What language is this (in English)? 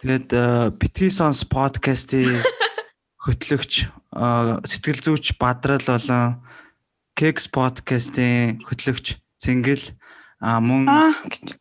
Mongolian